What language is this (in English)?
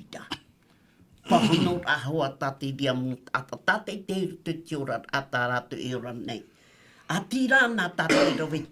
Tahitian